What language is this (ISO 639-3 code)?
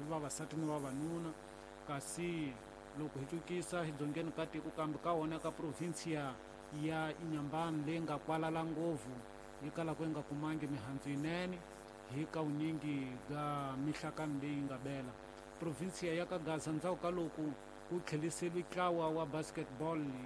tso